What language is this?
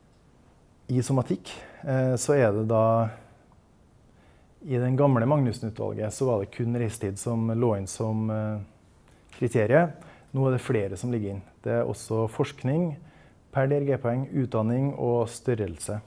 Norwegian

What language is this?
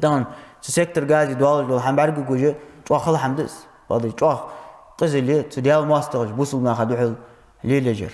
Ingush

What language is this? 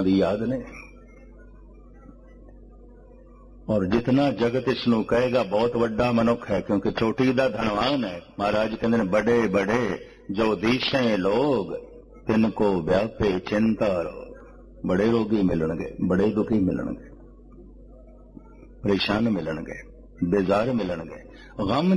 Punjabi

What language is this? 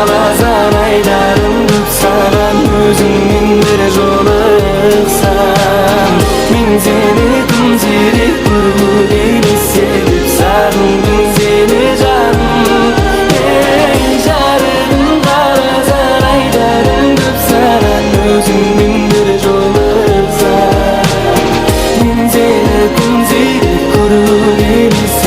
Kara-Kalpak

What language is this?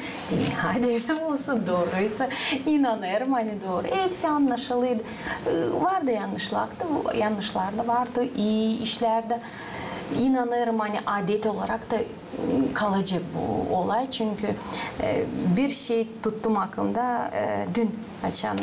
Gagauz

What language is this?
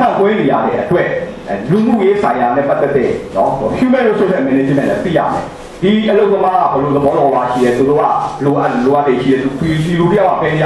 Burmese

